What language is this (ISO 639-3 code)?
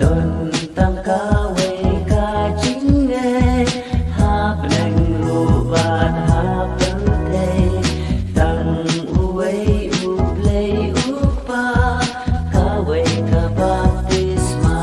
kha